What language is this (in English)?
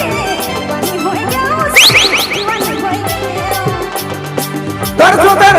Sadri